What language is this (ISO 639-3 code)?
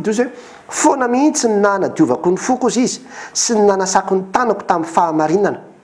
mlg